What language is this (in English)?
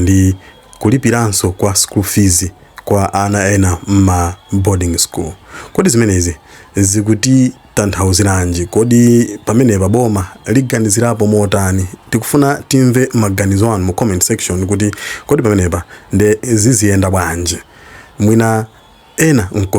Nyanja